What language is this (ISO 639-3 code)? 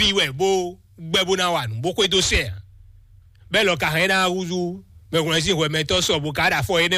fon